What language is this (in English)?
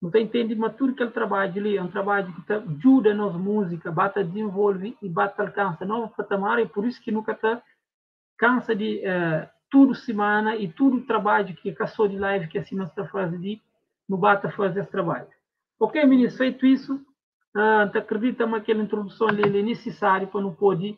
Kabuverdianu